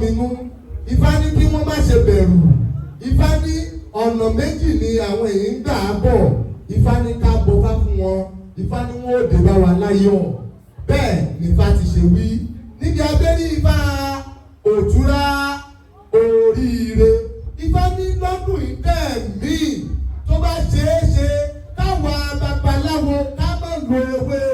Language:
Yoruba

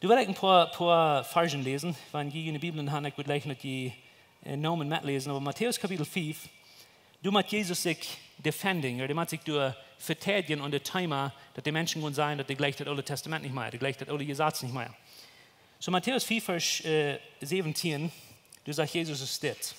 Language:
Plautdietsch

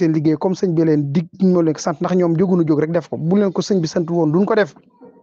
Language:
Wolof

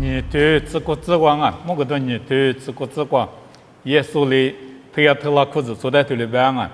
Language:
Lisu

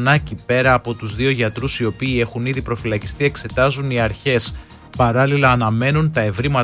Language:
Greek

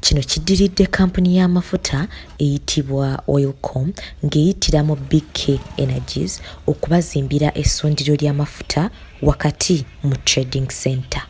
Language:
Ganda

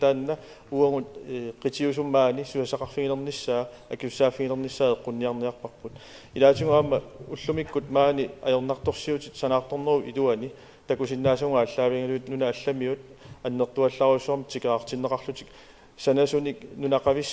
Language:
Kalaallisut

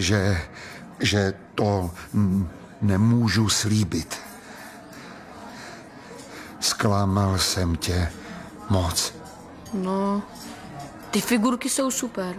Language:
Czech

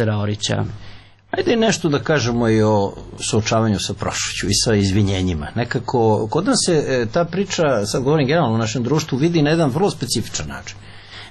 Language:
Serbian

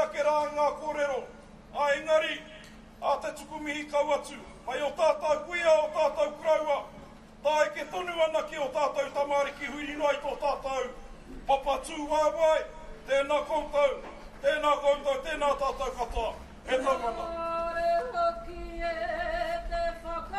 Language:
Māori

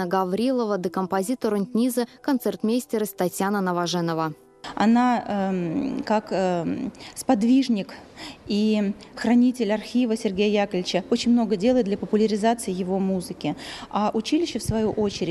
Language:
Erzya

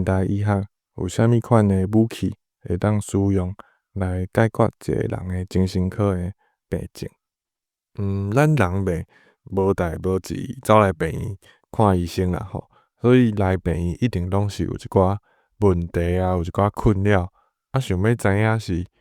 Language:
Min Nan Chinese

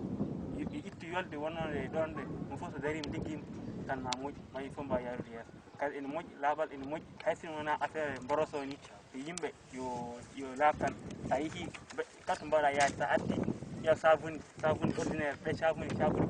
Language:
Fula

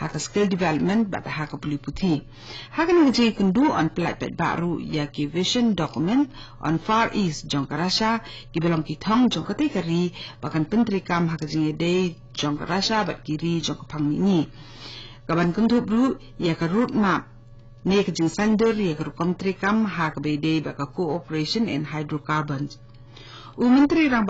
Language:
Khasi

